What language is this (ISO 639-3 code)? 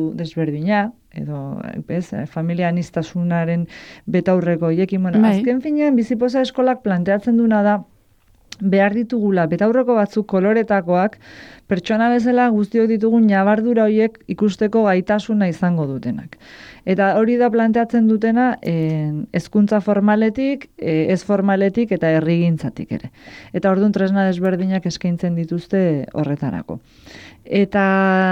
eus